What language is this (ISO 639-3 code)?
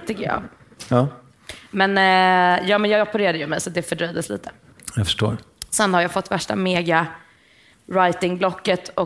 swe